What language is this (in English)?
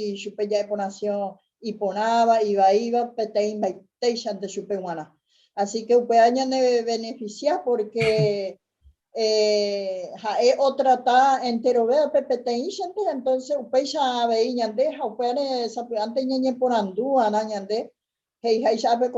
Guarani